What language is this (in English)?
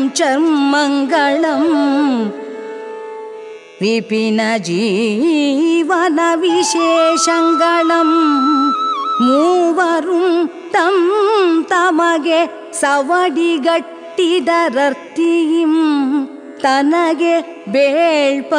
Kannada